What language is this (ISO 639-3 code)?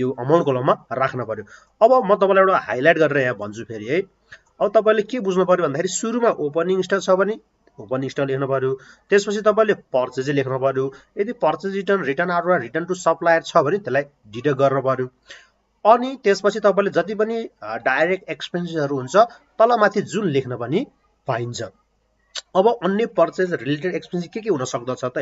nep